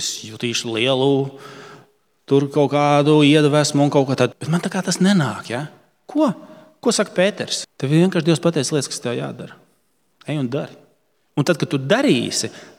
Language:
Latvian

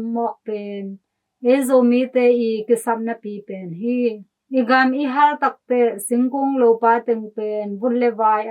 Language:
Tedim Chin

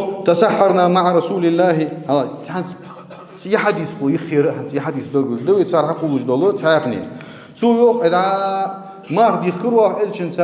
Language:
Ingush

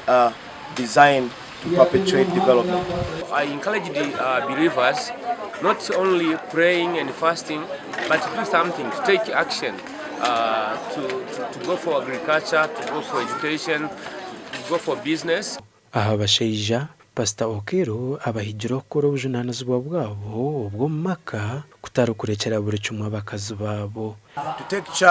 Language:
Nyankole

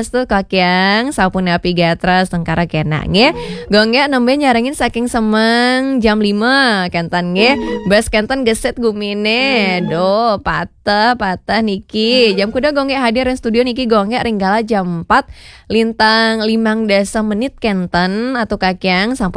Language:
Balinese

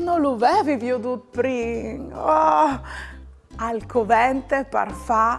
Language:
Friulian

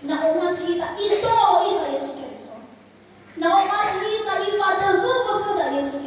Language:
Nias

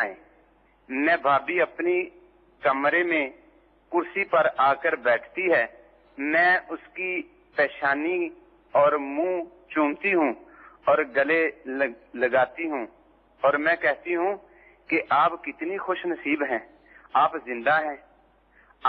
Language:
Urdu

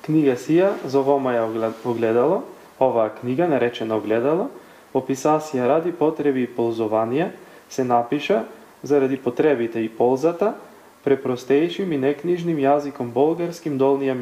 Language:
Macedonian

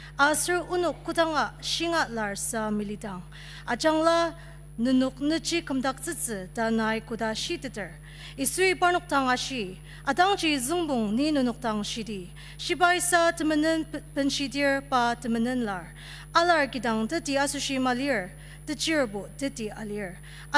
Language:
Ao Naga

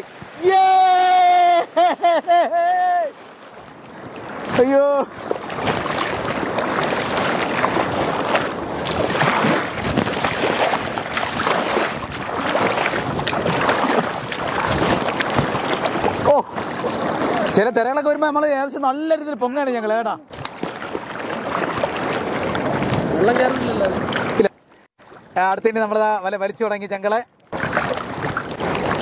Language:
Malayalam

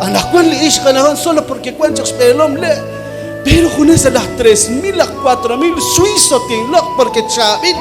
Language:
Kekchí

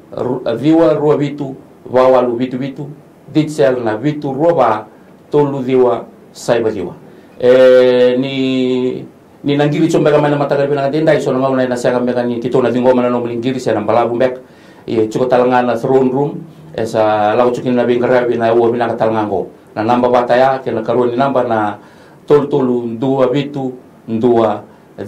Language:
Fijian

